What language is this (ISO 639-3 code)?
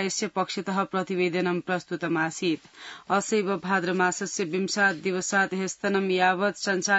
san